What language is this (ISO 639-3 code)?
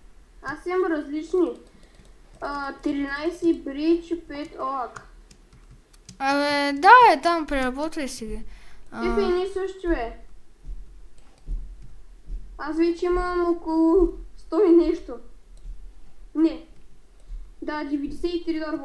bul